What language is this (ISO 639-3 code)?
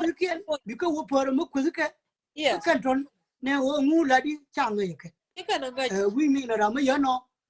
nus